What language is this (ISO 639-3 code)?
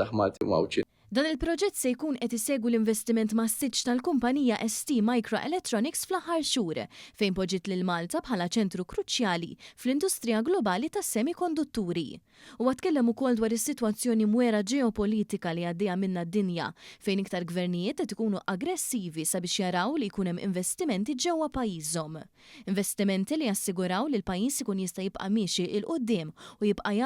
mlt